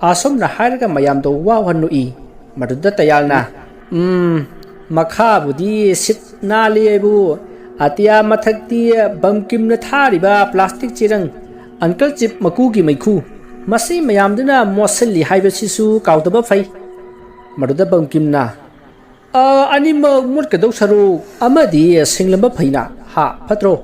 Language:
Manipuri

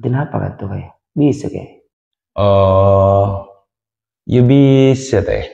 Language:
Madurese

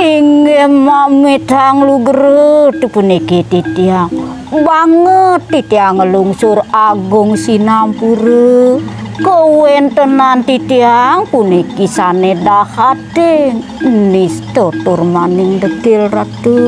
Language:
Balinese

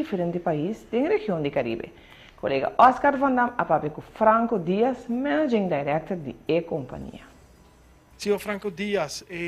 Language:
Papiamento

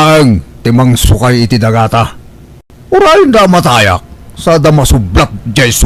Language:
Iloko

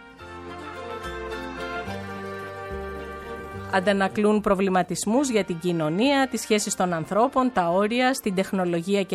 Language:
Greek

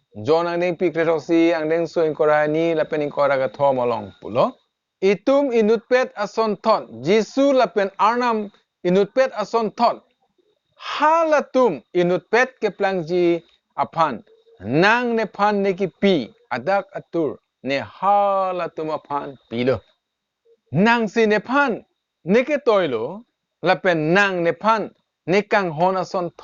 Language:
Karbi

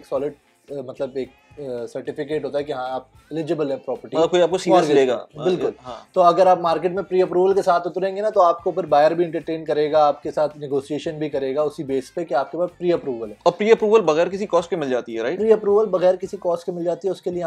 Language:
Hindi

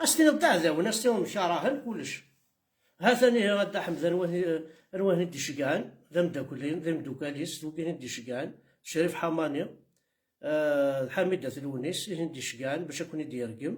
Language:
Kabyle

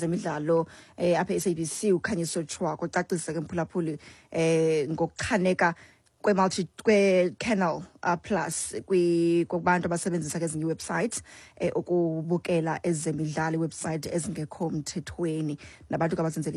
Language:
Xhosa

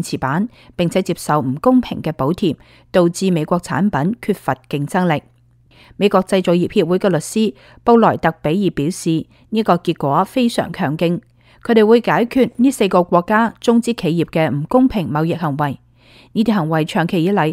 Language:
Cantonese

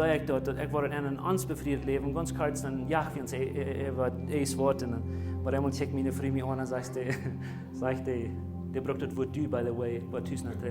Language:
Plautdietsch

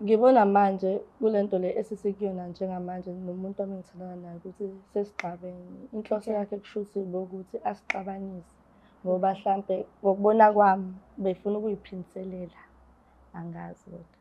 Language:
Zulu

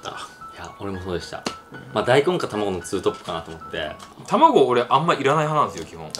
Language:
Japanese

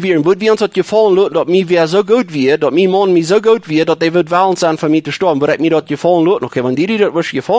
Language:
Plautdietsch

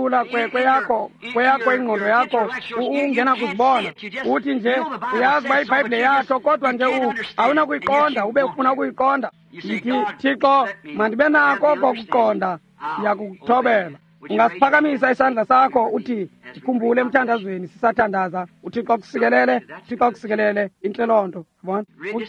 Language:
Xhosa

